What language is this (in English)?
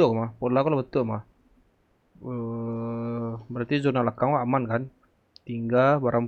Minangkabau